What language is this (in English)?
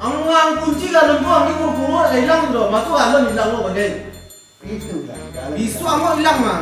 Minangkabau